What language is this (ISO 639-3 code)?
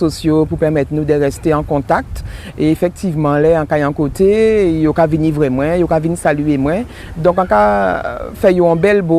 gcf